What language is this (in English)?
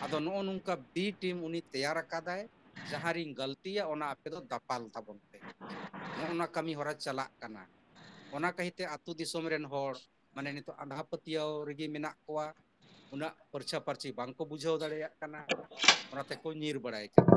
Santali